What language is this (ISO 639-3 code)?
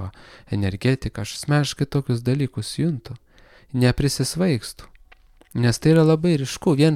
lit